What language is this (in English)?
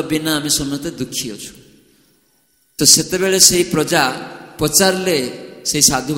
Odia